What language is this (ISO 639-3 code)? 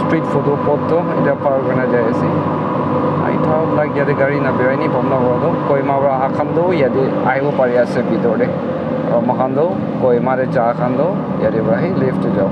nag